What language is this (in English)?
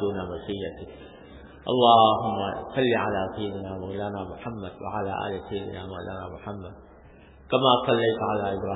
Urdu